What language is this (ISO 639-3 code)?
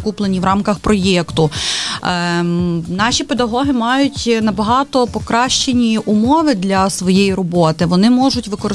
ukr